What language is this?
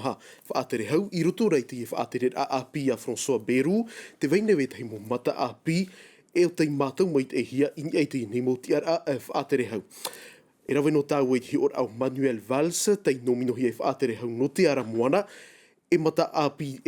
Tahitian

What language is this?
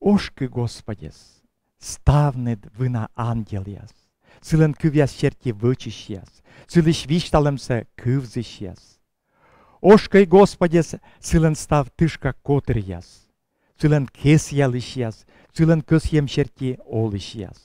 Komi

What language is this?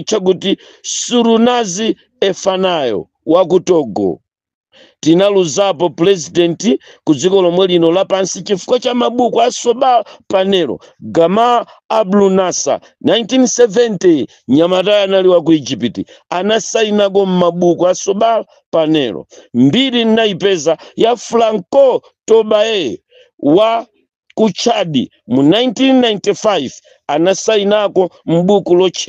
Nyanja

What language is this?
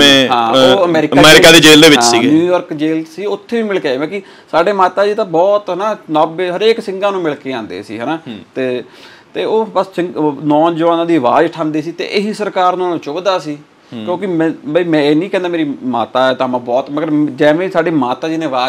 Punjabi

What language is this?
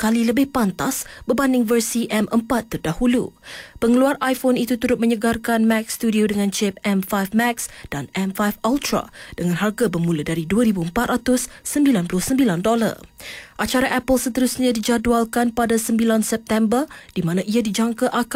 Malay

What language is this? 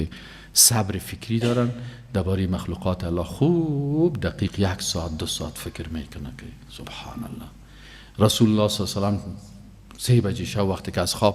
Persian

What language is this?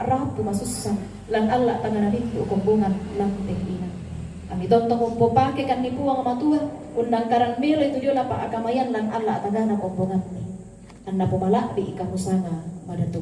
Toraja-Sa'dan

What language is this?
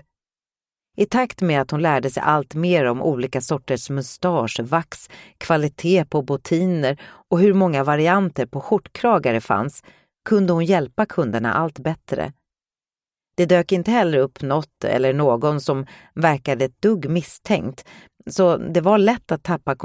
Swedish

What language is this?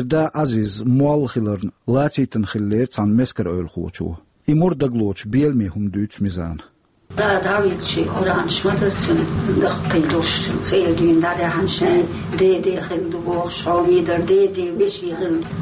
Chechen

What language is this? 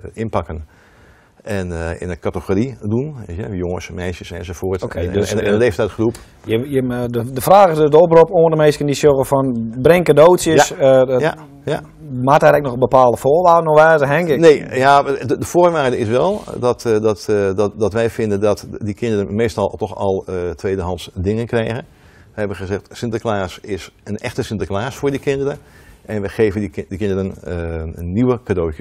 Western Frisian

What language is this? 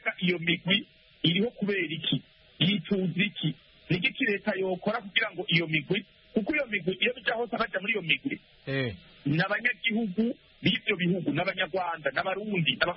Kinyarwanda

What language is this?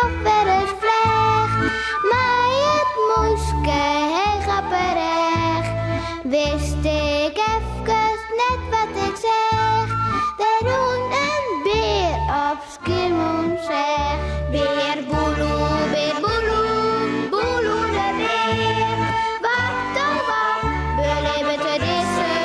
Western Frisian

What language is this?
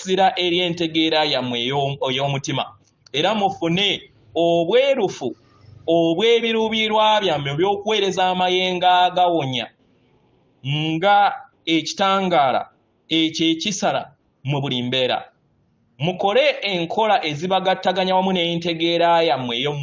Ganda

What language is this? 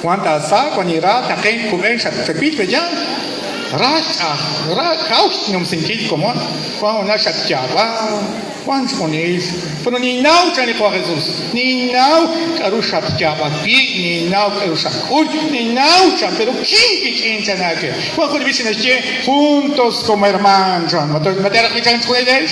Kekchí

